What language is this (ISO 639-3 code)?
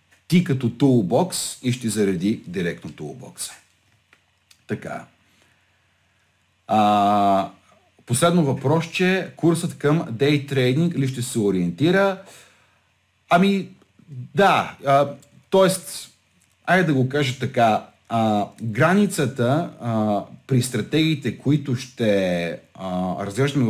bul